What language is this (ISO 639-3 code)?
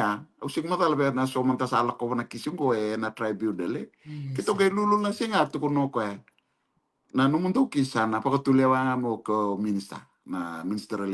fij